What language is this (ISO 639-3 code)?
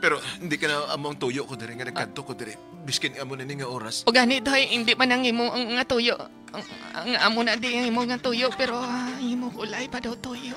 hil